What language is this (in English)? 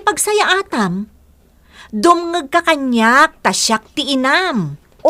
Iloko